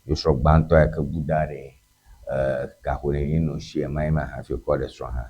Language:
Ewe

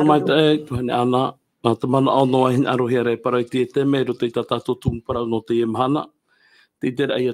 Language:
Tahitian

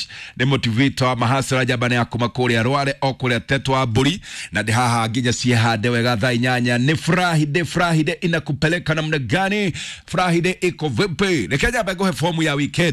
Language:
Kikuyu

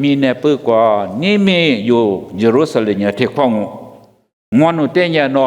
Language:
Lisu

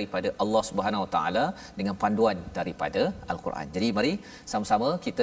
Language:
Malay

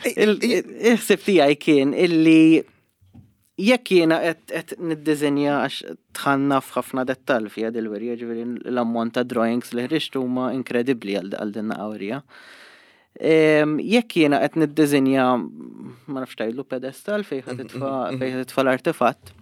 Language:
Maltese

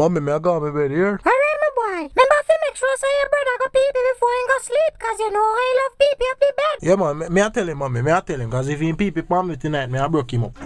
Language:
Jamaican Creole English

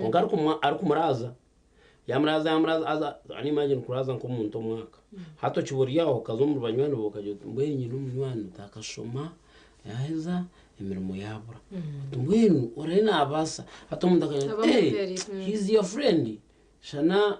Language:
Nyankole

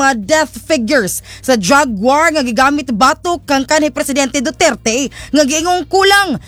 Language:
Cebuano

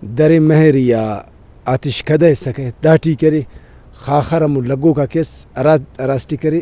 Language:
Brahui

